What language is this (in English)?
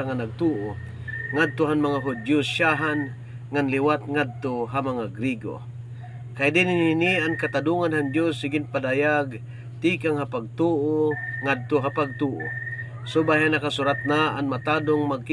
Waray